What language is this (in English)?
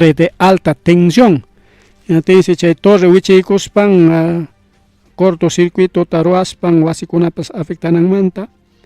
Ayacucho Quechua